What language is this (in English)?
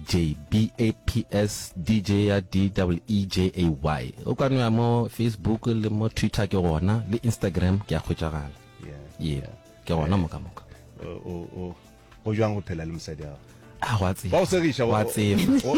Northern Sotho